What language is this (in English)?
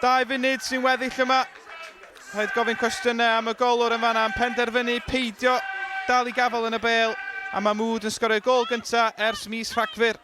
Welsh